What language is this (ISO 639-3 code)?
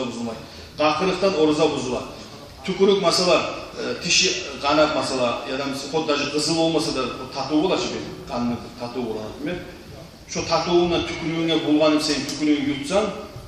kum